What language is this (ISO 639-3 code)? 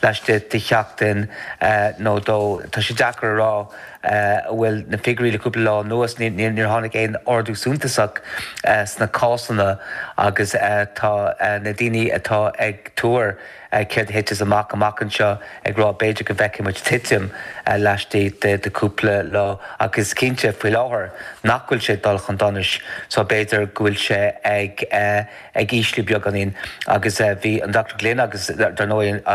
gle